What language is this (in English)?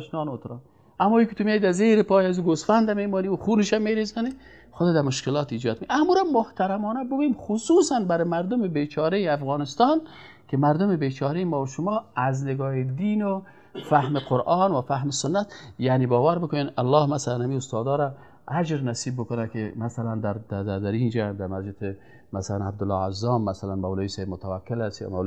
Persian